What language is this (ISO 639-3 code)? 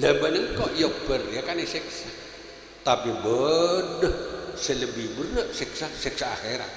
mad